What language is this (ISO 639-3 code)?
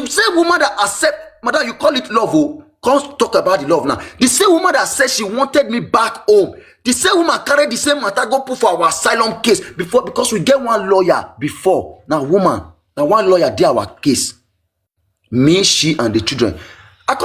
pcm